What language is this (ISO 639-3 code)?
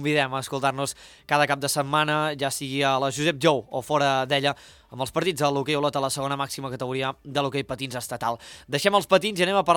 cat